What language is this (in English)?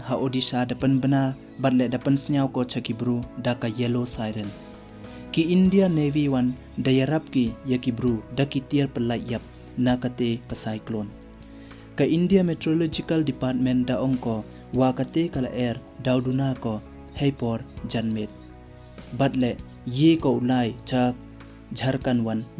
Pnar